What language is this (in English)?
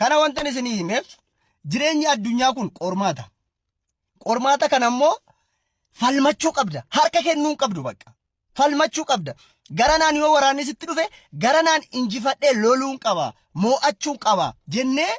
Oromo